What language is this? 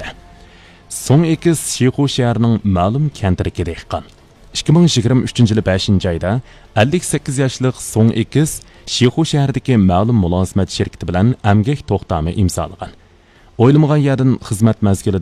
Uyghur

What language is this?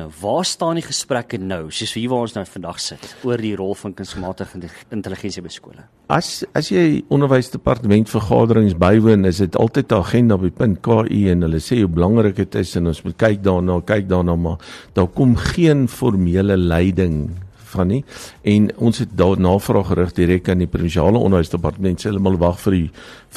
Afrikaans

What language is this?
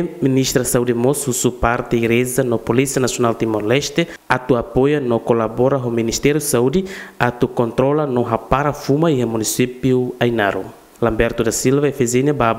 Tetum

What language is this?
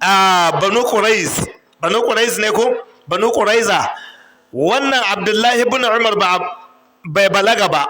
Hausa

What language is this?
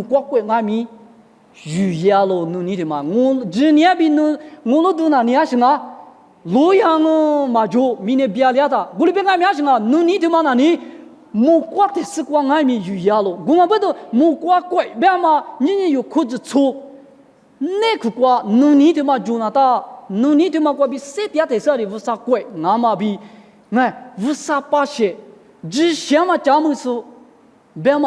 Lisu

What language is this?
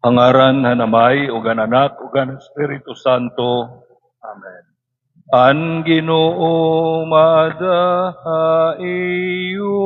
Waray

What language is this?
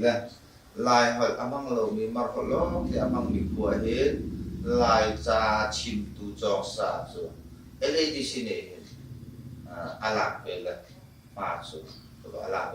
Hakha Chin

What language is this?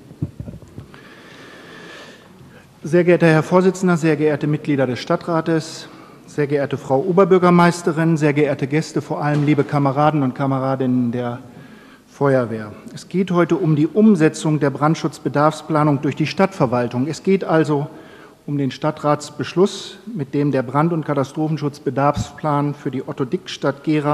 German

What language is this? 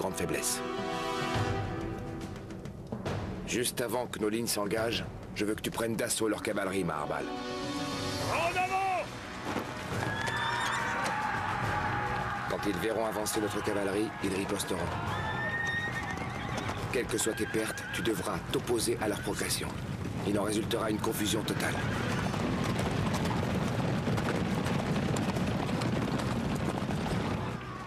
French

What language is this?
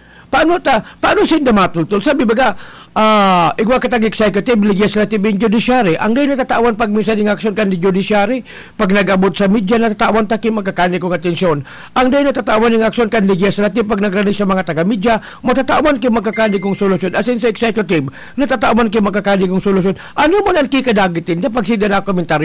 Bikol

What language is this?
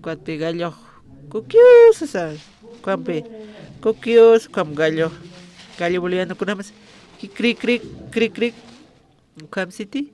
Aymara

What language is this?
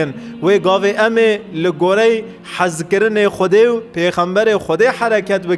Kurdish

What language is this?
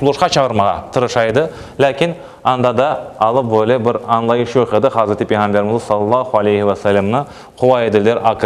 Crimean Tatar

